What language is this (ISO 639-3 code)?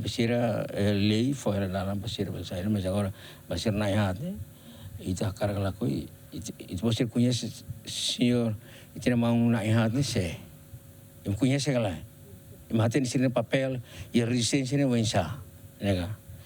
tet